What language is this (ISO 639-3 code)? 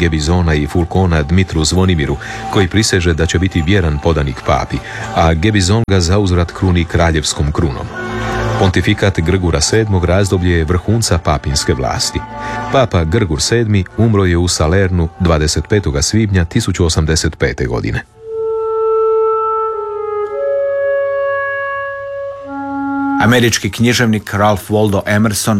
hrv